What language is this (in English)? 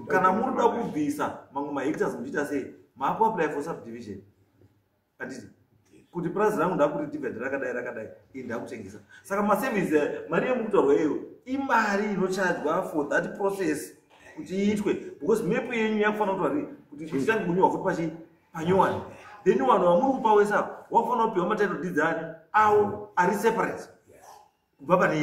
Shona